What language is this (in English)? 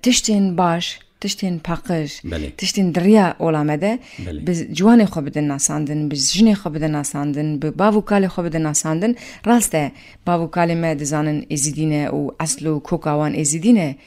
Kurdish